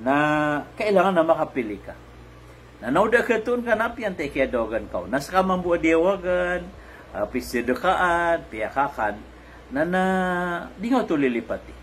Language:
Maranao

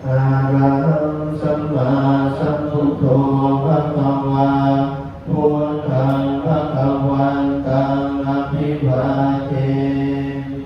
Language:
Pali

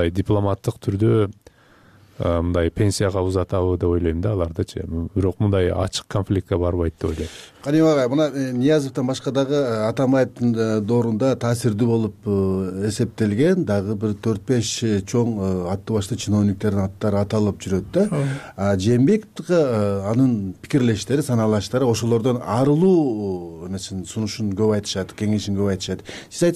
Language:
Kyrgyz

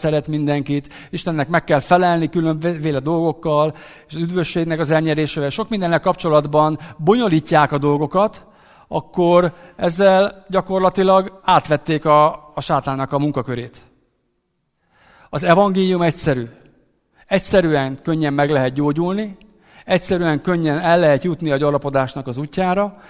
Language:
Hungarian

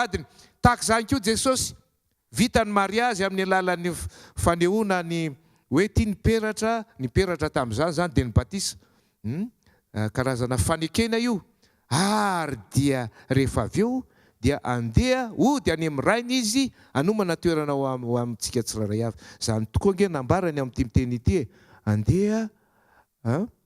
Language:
Malagasy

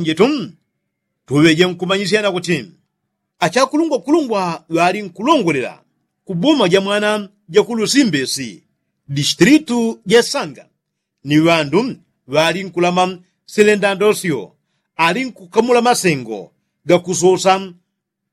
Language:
Yao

